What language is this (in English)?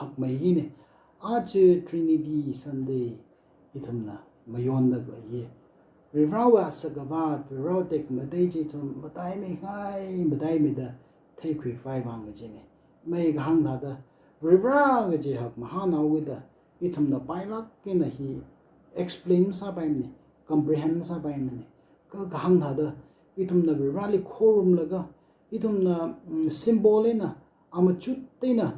Tangkhul Naga (India)